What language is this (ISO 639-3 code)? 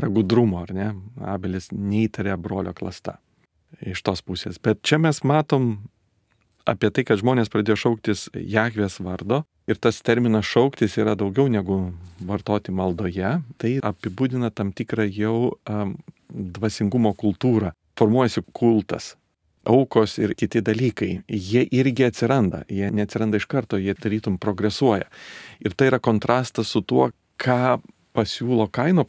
lit